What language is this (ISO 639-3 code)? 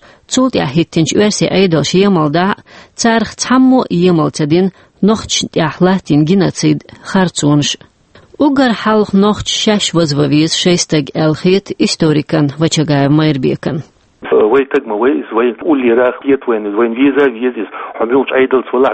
che